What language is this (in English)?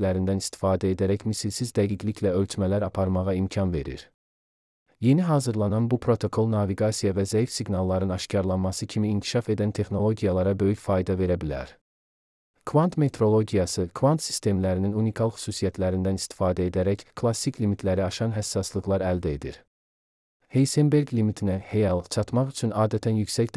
Azerbaijani